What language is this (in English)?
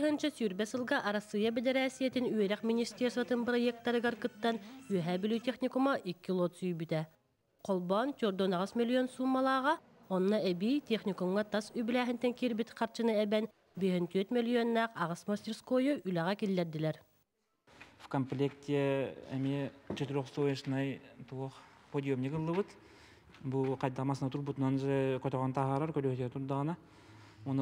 Yakut